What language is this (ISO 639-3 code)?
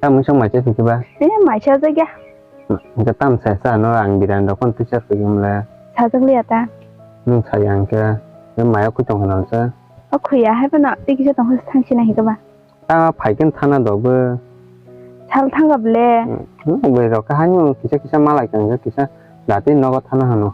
trp